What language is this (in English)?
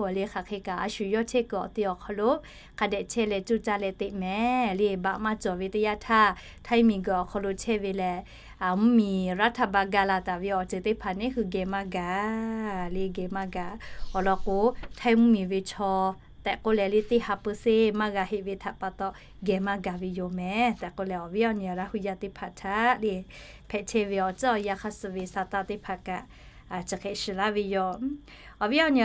Lahu